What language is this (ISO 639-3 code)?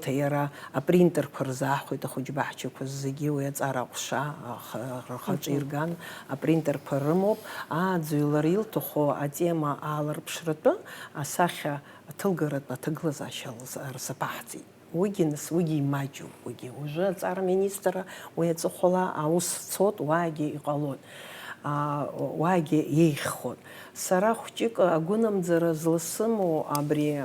abk